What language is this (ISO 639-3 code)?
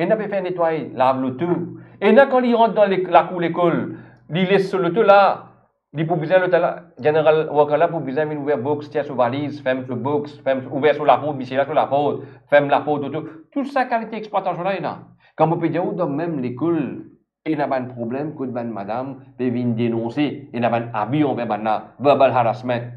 mfe